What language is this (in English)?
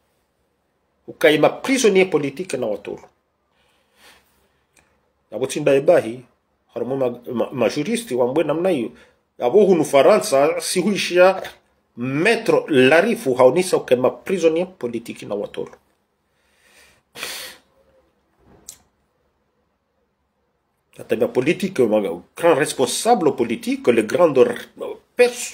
Swahili